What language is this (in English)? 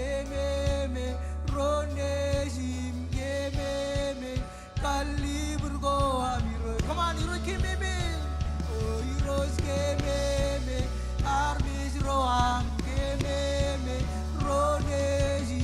Marshallese